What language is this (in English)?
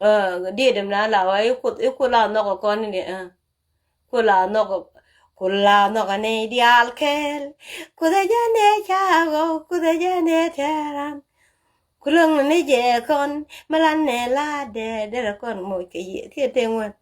Nuer